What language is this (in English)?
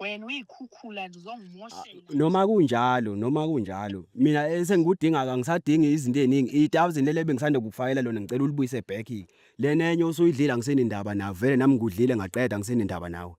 Zulu